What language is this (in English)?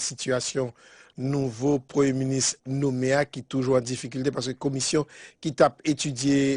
Haitian Creole